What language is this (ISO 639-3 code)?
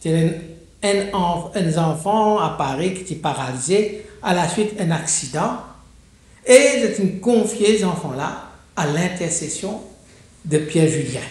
mfe